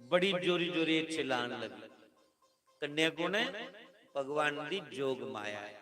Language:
Dogri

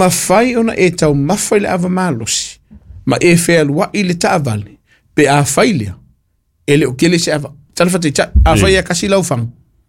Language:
Samoan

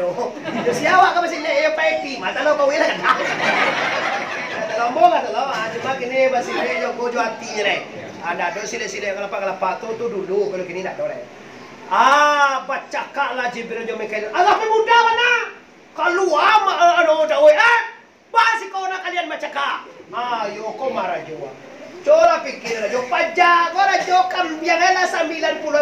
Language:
Minangkabau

